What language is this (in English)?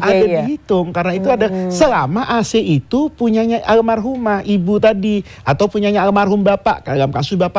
Indonesian